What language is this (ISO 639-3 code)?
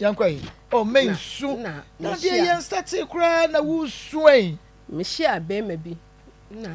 aka